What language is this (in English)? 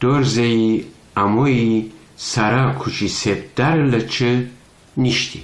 Gilaki